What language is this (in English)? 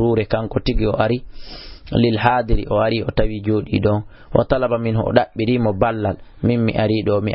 Fula